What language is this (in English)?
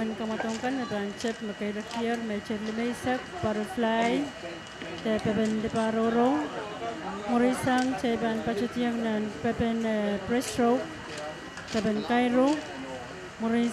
Pohnpeian